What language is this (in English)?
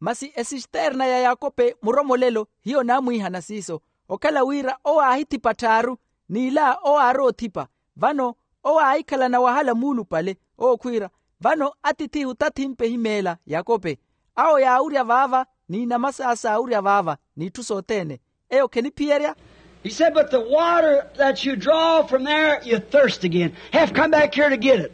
Makhuwa